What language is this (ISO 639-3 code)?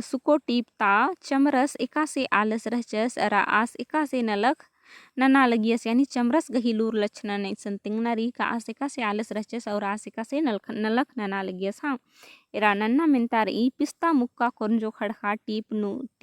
kru